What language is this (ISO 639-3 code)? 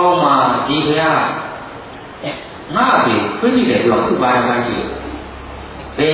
mya